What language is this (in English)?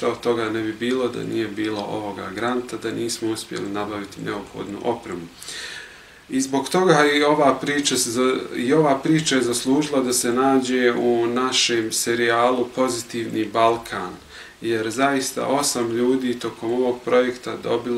Bosnian